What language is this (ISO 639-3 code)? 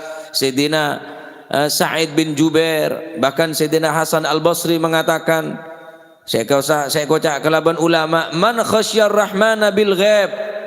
mad